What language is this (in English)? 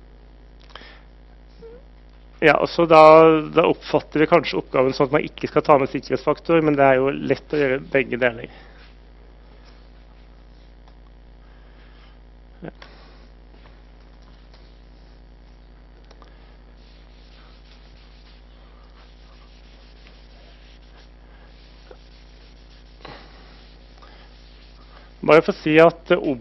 Norwegian